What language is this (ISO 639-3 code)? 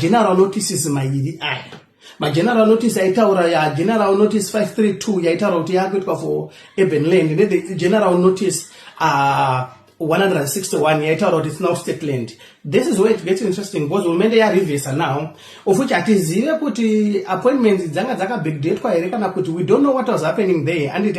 sna